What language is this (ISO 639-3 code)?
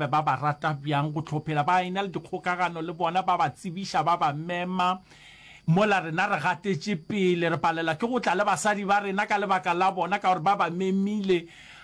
nso